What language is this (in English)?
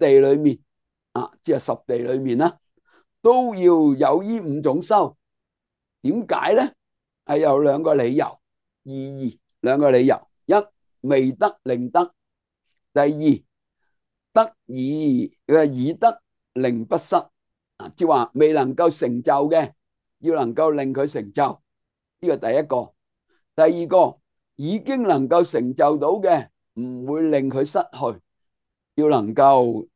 Cantonese